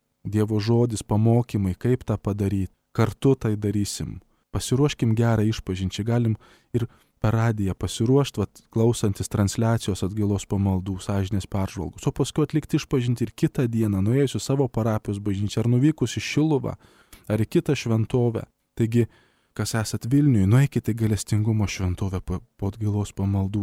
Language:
Lithuanian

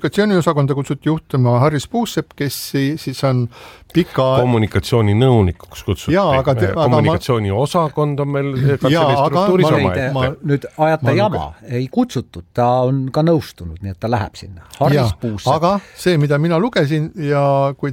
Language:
Estonian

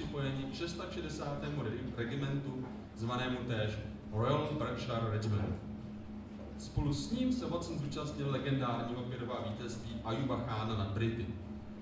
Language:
Czech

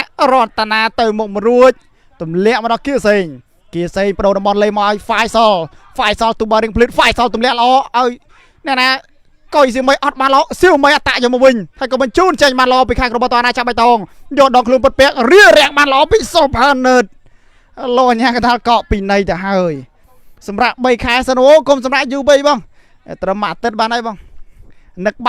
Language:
Khmer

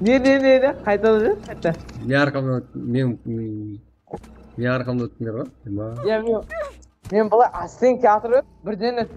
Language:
Kara-Kalpak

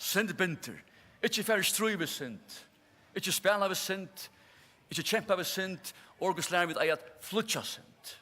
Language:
Faroese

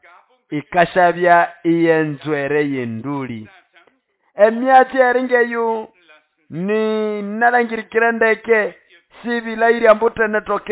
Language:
Nande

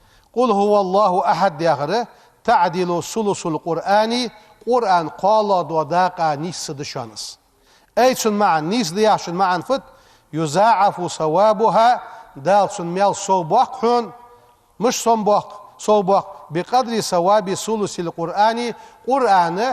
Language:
Ingush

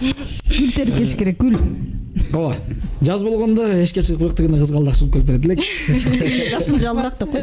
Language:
Kyrgyz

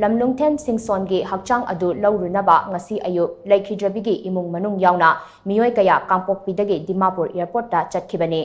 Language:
Manipuri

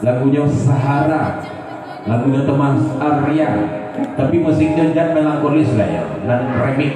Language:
Minangkabau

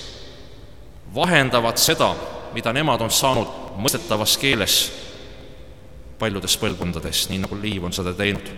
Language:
Estonian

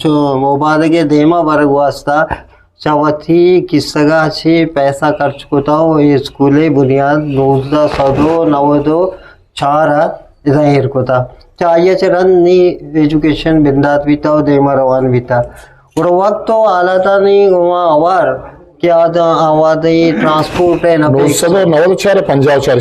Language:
Eastern Balochi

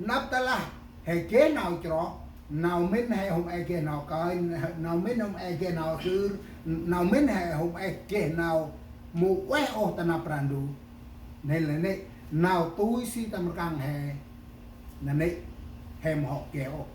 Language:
Central Mnong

